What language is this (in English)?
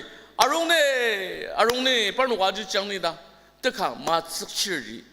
Ao Naga